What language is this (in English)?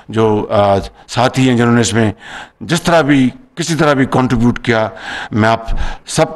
Urdu